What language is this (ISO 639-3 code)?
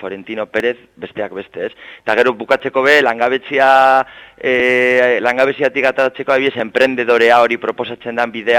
eus